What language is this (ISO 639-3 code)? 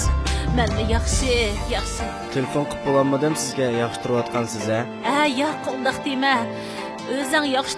uig